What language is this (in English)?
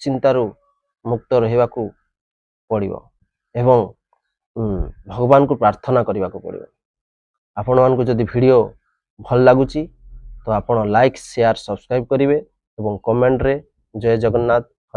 Odia